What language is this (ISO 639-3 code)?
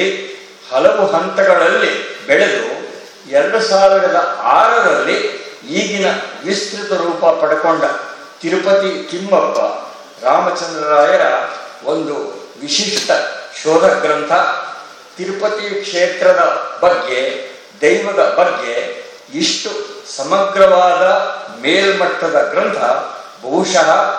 kan